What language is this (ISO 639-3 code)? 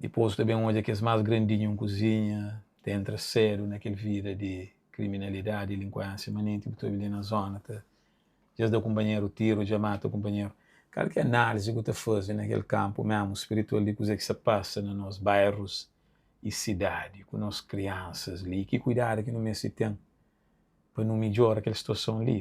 kea